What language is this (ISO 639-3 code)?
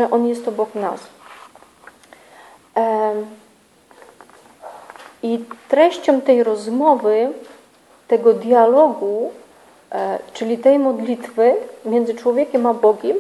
pol